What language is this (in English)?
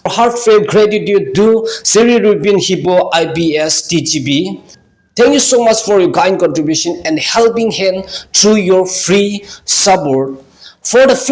Naga Pidgin